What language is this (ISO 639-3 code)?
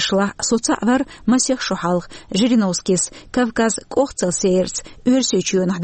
che